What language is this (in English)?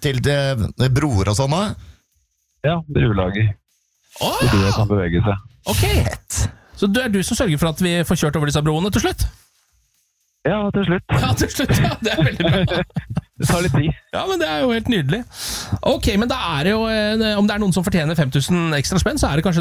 Norwegian